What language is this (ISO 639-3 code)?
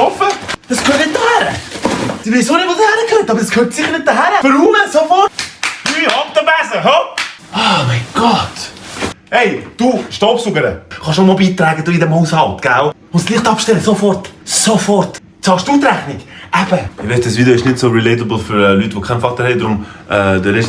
gsw